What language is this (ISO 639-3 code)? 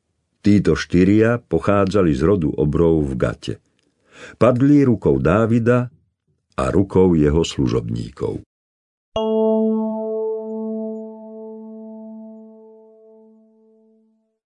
slk